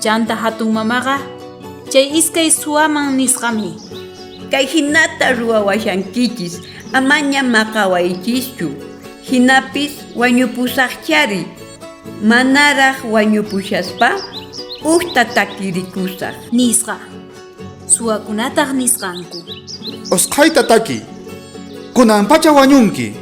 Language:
South Bolivian Quechua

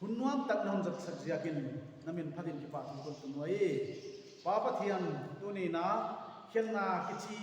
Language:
Paite Chin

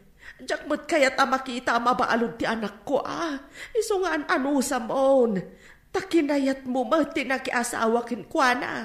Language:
Iloko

